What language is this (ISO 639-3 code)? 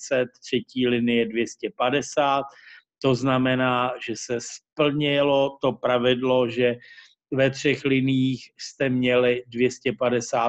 ces